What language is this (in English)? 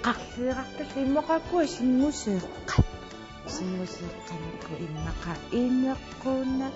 Kalaallisut